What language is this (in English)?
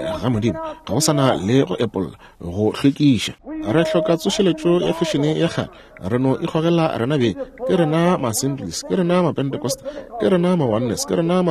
Northern Sotho